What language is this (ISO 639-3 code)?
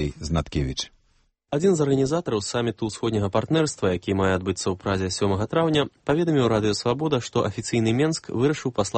bel